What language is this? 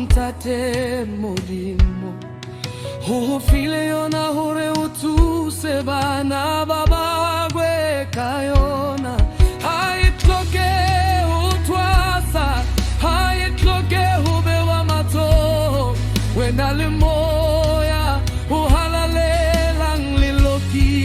Southern Sotho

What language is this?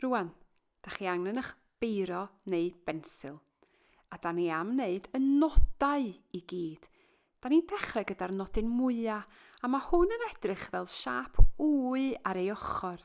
Welsh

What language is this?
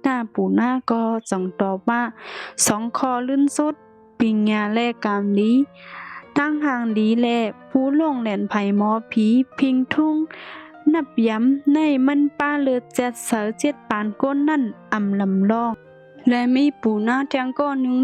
Shan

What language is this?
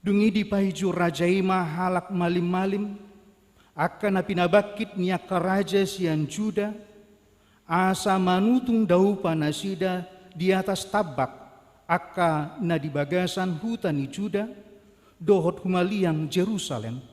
Batak Toba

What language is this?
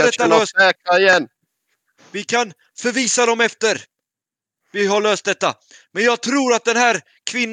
Swedish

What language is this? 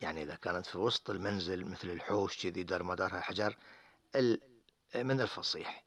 Gulf Arabic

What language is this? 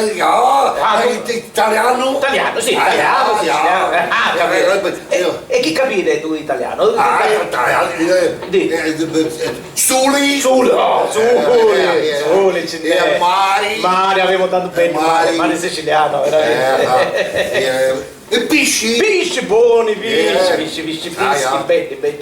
Sicilian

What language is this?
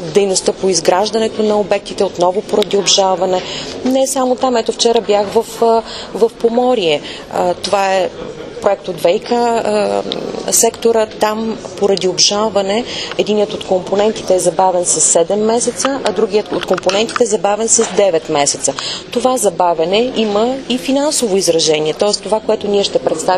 Bulgarian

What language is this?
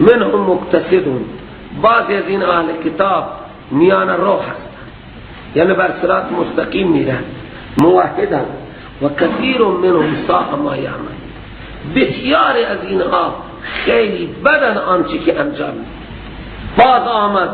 Persian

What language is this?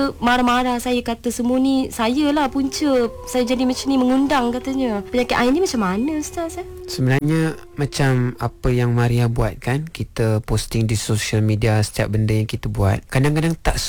Malay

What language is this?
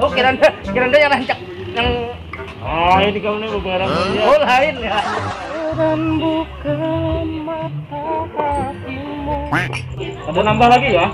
Banjar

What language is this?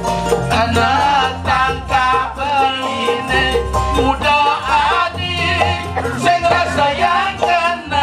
Balinese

